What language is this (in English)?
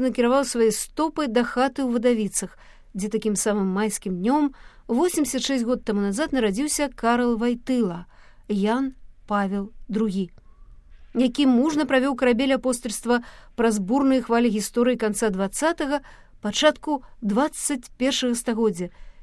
Belarusian